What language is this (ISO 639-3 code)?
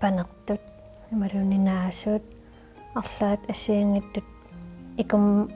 kal